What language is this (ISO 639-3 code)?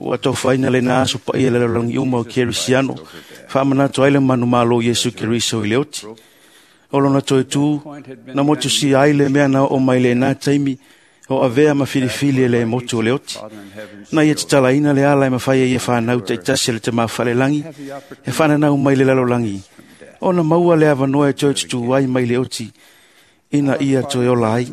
smo